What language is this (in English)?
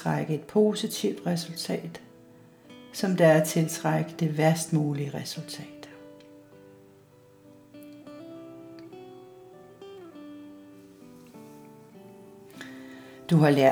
Danish